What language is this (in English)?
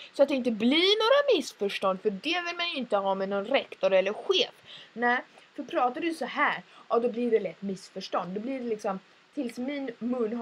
Swedish